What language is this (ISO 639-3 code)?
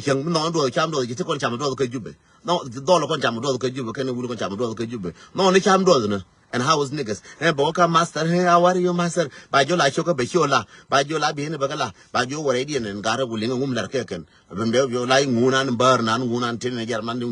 nus